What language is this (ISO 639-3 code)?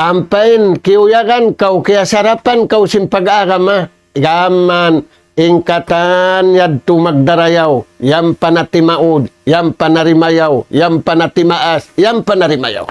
tsg